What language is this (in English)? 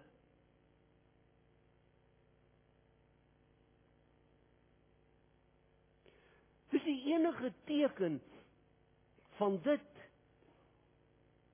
Afrikaans